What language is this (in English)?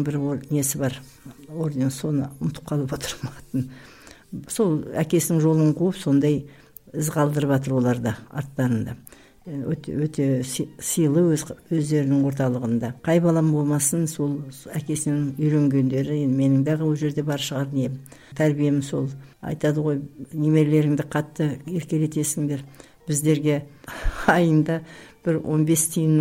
Kazakh